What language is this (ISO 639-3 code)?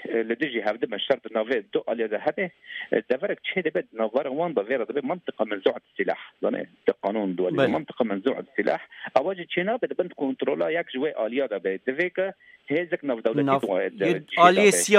kur